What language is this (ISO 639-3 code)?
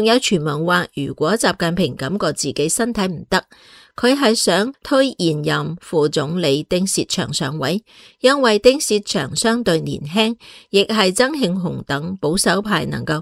yue